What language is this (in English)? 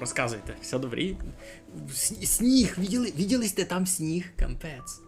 Rusyn